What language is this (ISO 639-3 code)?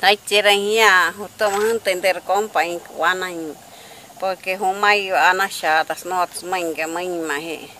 mri